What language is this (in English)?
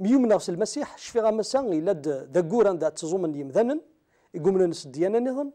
Kabyle